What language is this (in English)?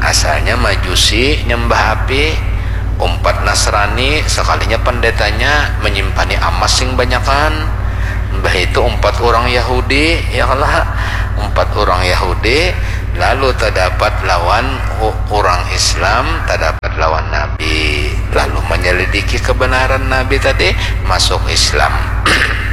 Banjar